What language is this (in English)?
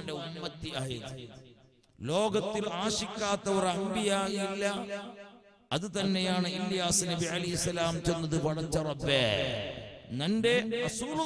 Malayalam